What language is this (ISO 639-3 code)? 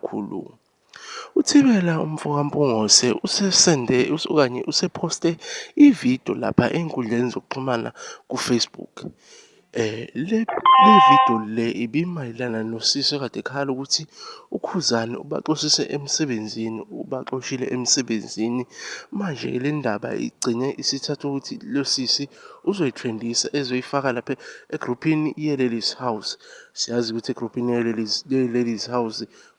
zul